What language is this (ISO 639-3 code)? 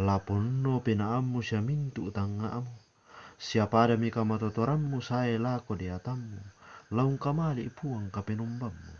sda